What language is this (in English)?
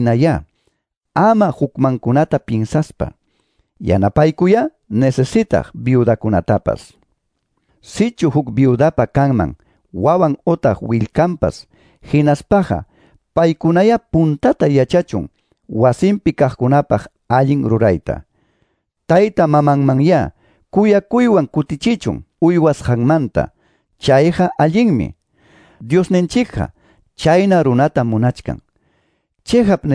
Quechua